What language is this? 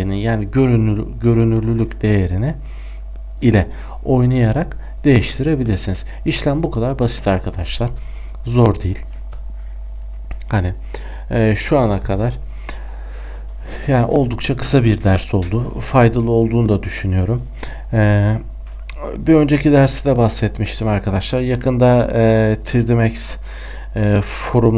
Turkish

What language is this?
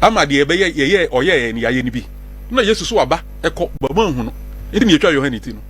Akan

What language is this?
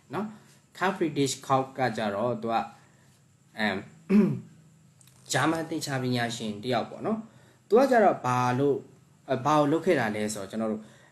Burmese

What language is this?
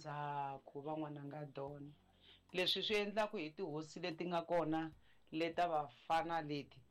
Tsonga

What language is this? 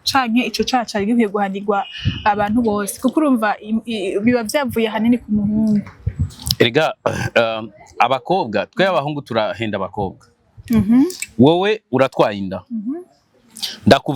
Rundi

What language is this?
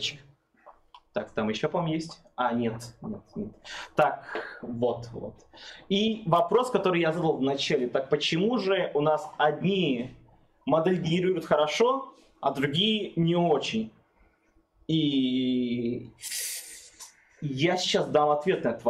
Russian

